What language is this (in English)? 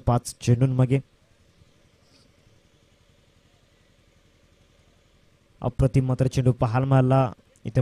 Marathi